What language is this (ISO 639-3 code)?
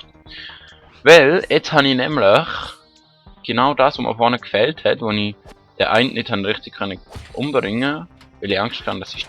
gsw